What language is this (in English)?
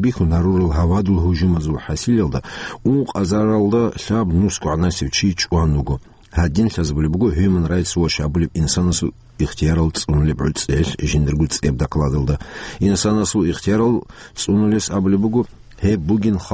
Avaric